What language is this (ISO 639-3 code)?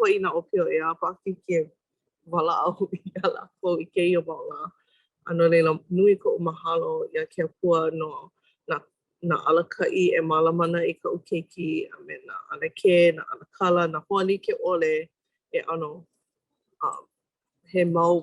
haw